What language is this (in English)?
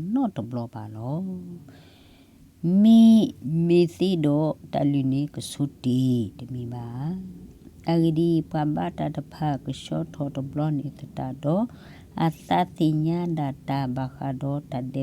S'gaw Karen